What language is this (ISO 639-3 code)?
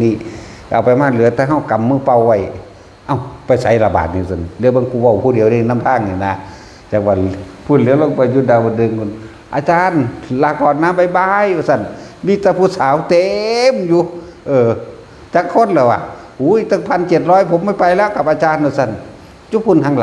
tts